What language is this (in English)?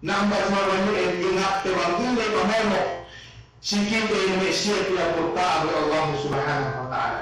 Yakan